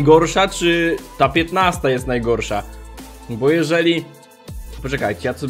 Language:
Polish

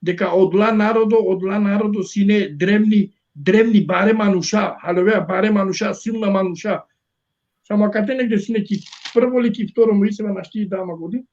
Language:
Balkan Romani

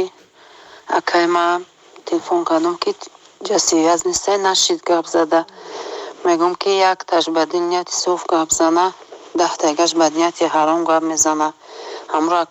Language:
Tajik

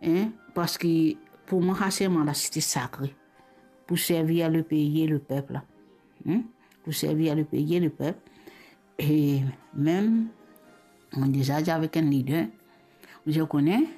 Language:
Morisyen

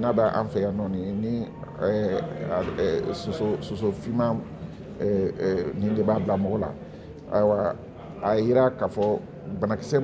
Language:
Bambara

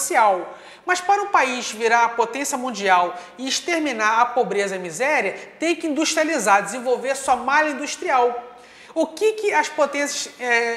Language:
Portuguese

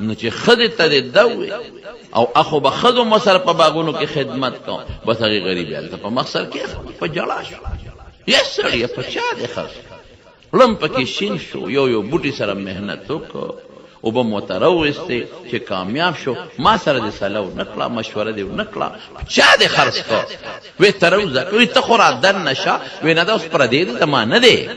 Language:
Pashto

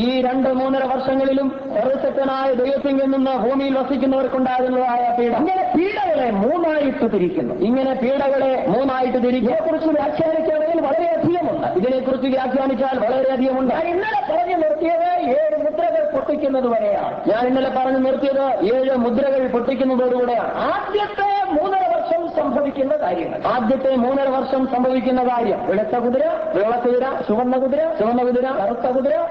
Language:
Malayalam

